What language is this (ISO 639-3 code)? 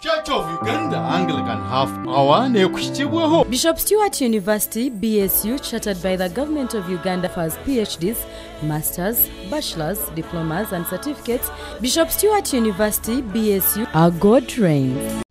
nyn